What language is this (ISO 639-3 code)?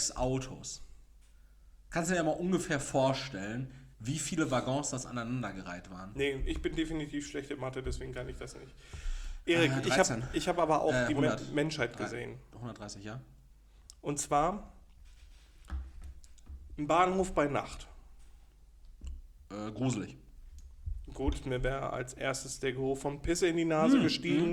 deu